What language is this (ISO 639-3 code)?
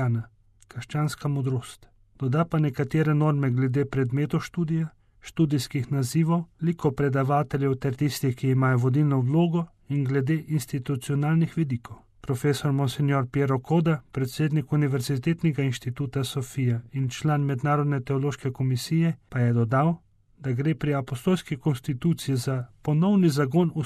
slv